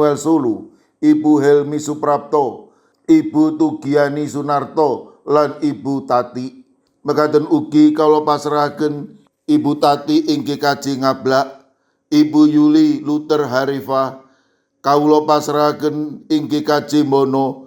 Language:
Javanese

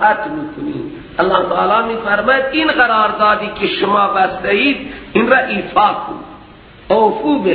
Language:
Persian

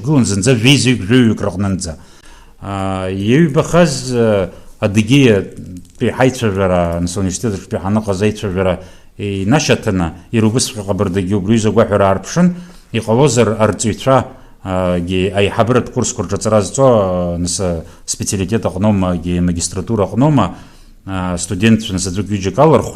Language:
Abkhazian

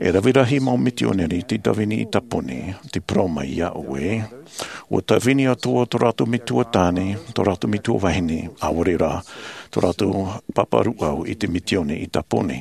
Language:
Tahitian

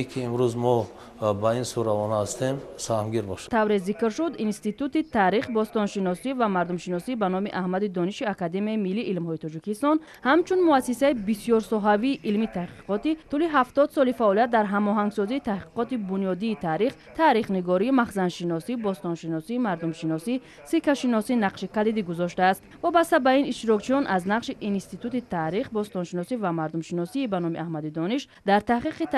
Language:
Tajik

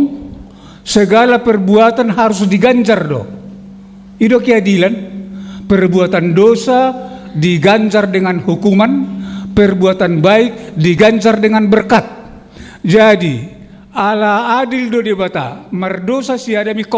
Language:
Batak Toba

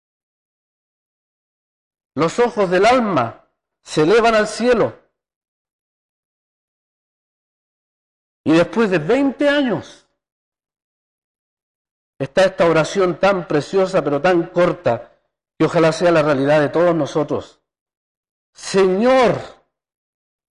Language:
Spanish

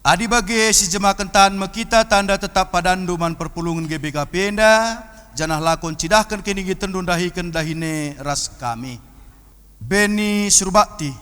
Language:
Batak Karo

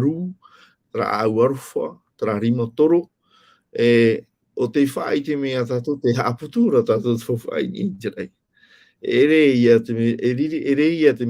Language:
Tahitian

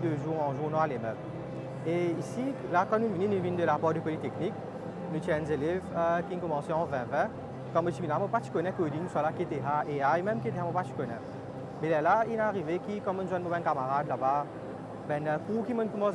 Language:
Morisyen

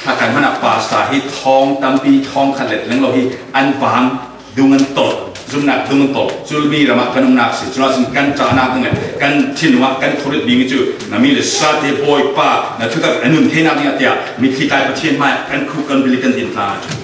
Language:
Falam Chin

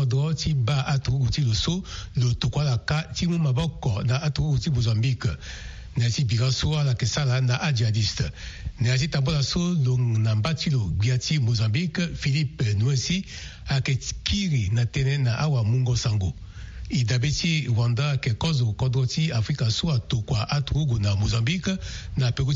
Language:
Sango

